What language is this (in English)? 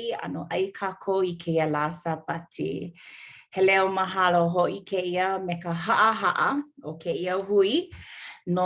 Hawaiian